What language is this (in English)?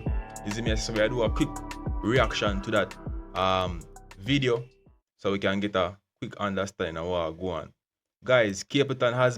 Jamaican Creole English